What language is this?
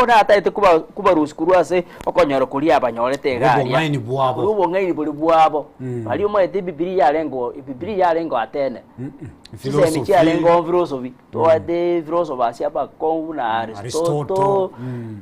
Gusii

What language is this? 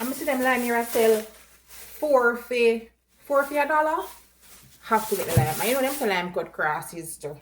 Jamaican Creole English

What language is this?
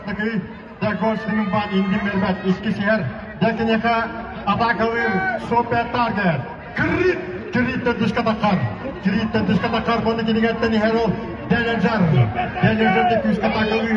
Yakut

